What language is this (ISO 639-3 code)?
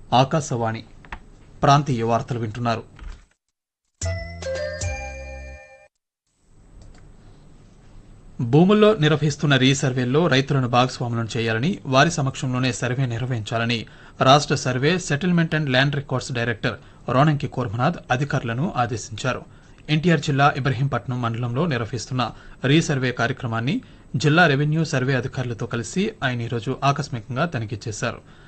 tel